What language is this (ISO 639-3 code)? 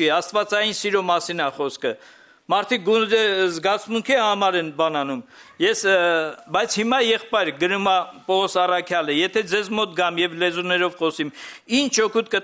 hye